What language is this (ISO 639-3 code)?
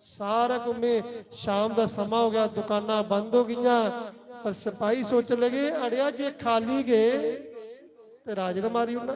doi